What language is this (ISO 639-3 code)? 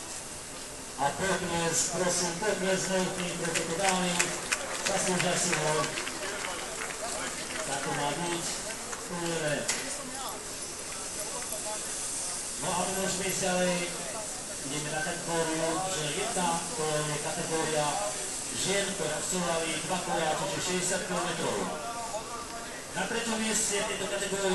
slk